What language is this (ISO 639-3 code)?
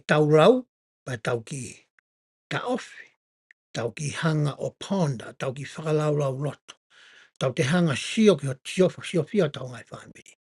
ton